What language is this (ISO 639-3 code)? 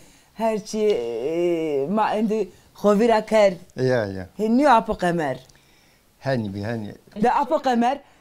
zza